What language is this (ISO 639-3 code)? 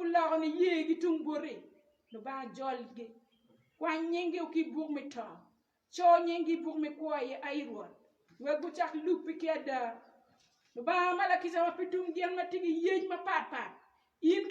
ach